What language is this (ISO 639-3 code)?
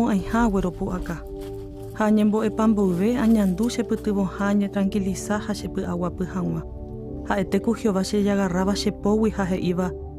grn